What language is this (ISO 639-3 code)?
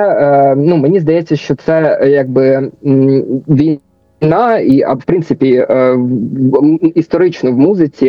ukr